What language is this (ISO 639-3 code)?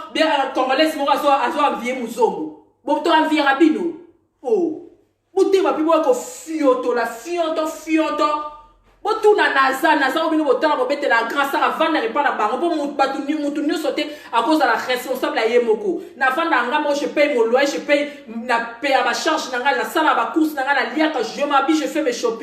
lin